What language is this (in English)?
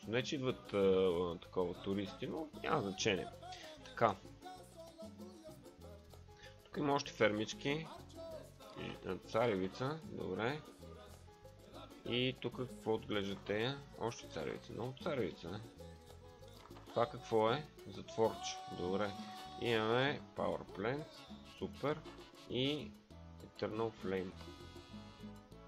Bulgarian